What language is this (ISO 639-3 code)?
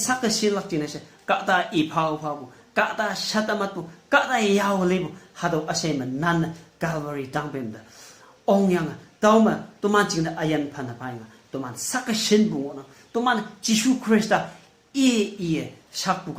nbe